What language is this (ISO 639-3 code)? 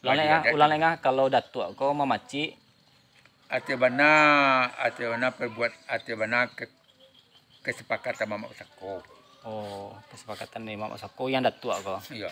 min